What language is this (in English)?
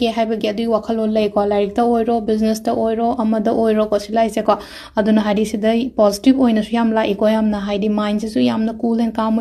Manipuri